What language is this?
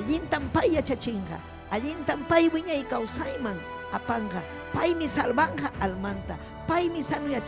Ayacucho Quechua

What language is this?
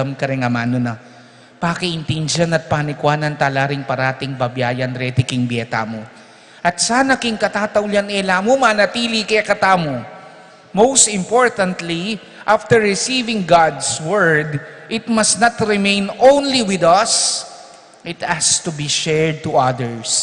Pampanga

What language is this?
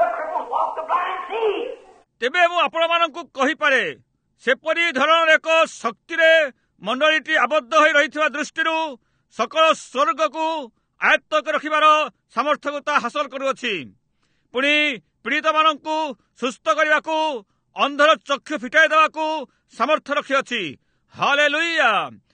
Odia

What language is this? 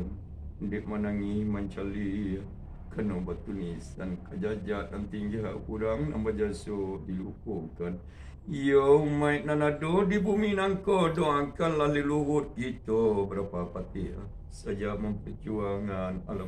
Minangkabau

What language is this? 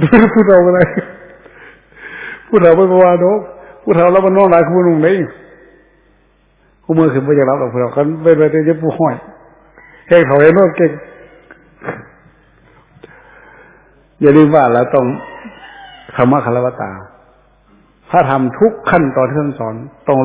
Thai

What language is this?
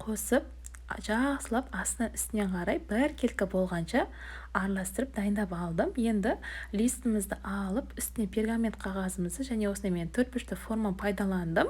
Kazakh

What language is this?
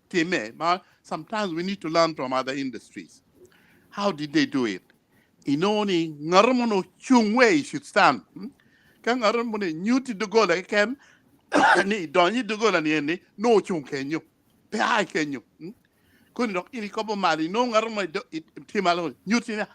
Acoli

